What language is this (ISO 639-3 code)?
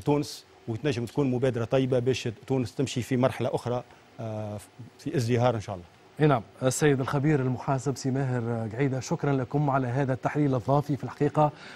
aeb